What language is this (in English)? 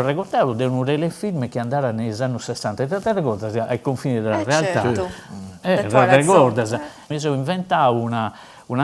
Sardinian